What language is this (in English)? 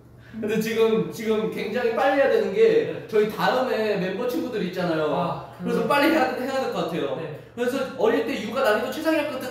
Korean